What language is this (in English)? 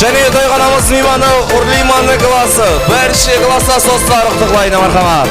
Kara-Kalpak